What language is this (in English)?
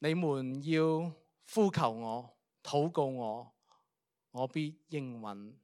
Cantonese